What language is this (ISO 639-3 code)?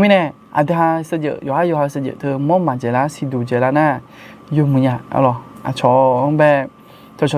ahk